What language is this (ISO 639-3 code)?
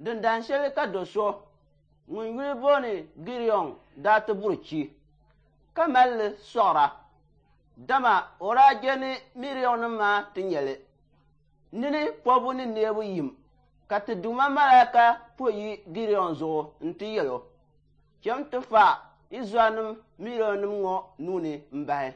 dag